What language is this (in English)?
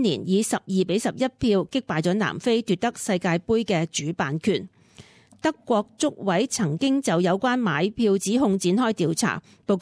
Cantonese